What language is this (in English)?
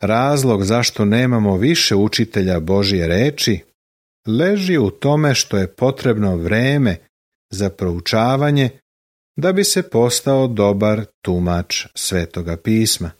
Serbian